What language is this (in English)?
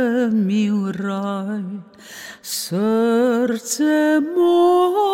Slovenian